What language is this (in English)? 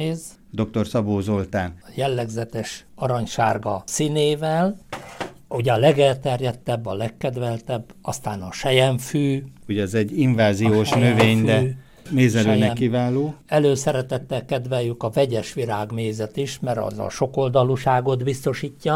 Hungarian